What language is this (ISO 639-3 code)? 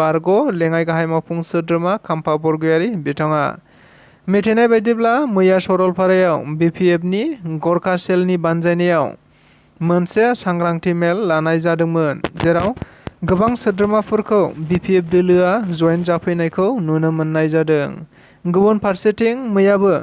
brx